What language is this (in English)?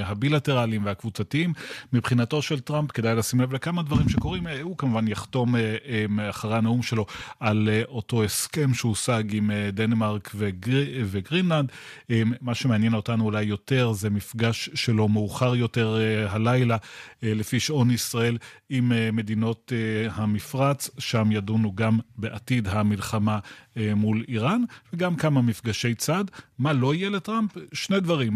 Hebrew